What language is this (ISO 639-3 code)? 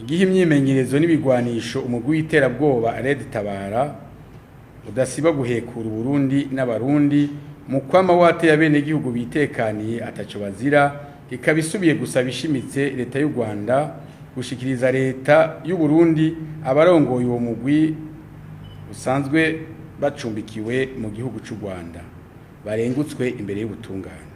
run